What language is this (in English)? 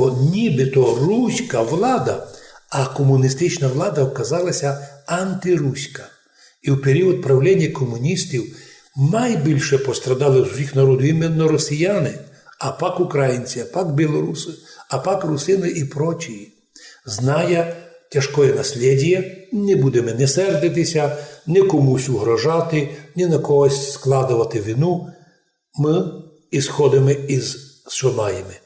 Rusyn